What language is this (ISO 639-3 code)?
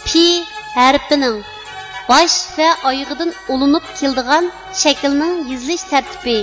uig